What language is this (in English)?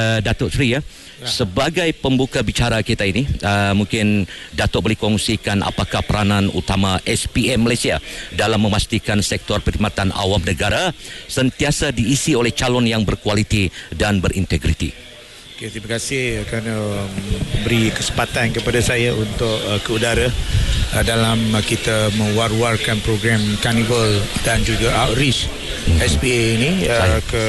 Malay